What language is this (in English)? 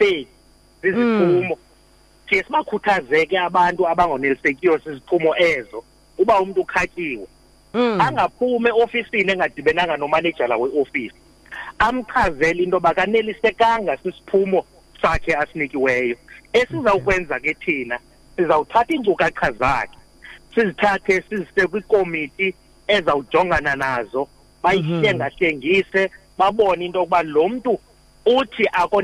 Xhosa